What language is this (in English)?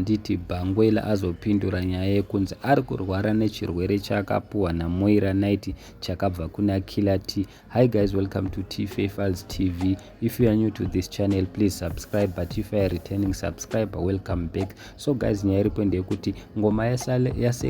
Shona